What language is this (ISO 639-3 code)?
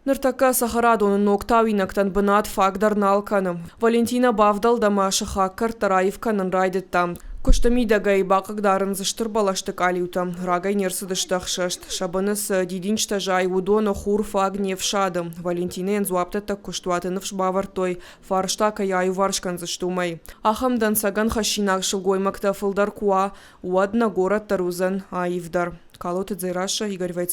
oss